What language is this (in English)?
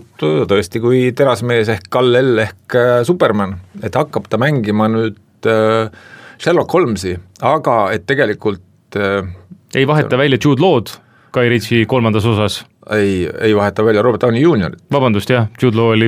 Estonian